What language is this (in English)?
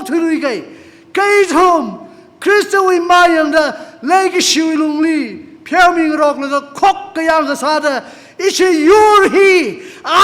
Tangkhul Naga (India)